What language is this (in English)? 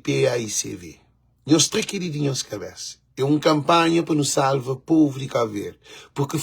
Kabuverdianu